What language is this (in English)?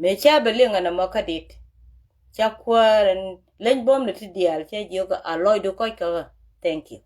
Nuer